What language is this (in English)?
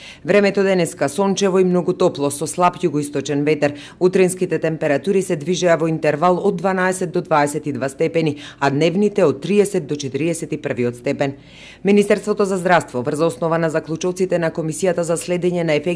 Macedonian